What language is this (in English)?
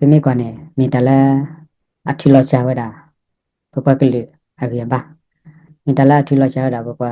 S'gaw Karen